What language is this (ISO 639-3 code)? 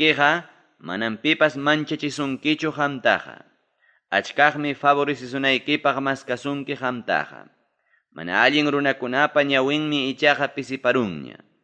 quy